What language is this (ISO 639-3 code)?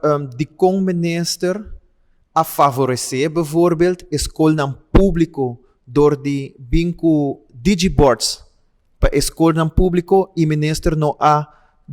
pap